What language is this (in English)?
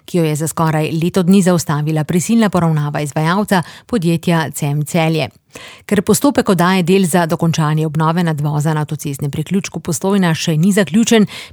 Slovenian